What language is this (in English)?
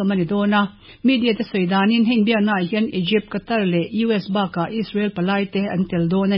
Mizo